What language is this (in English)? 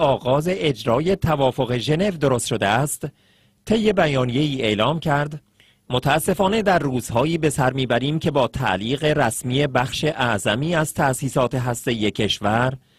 Persian